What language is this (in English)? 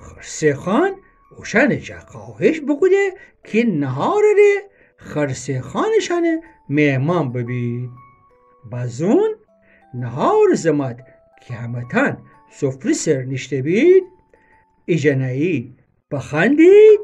Gilaki